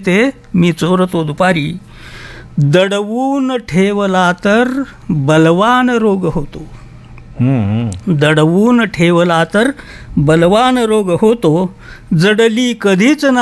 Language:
Marathi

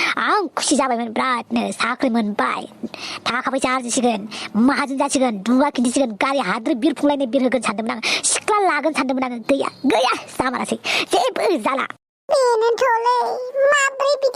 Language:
Bodo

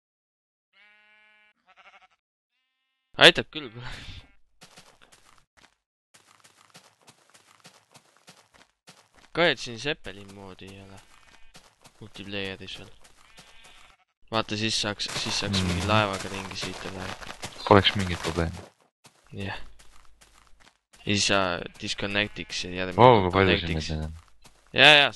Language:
Estonian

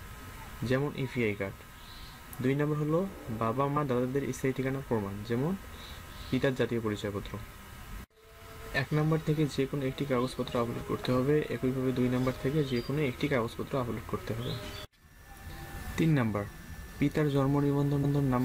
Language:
Bangla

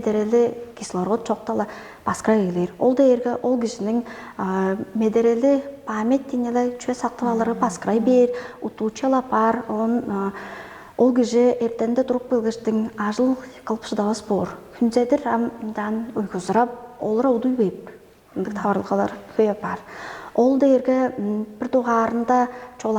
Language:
Tuvinian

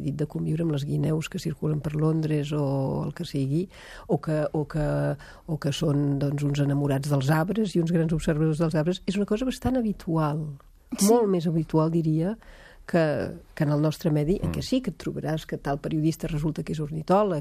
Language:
Catalan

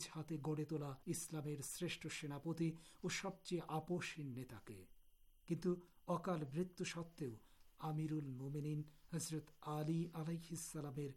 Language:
Bangla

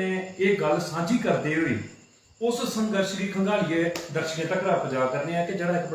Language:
Dogri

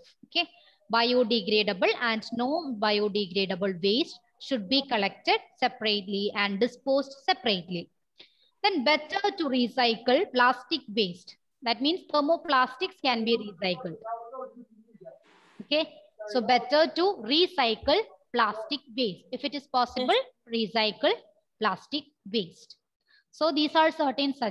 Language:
English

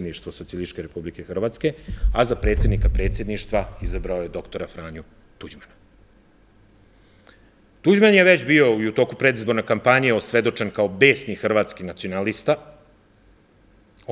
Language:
Serbian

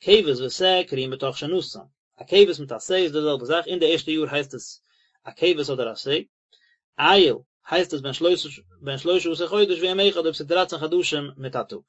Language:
Yiddish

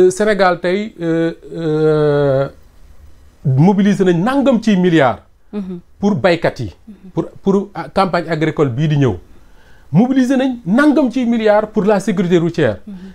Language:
Wolof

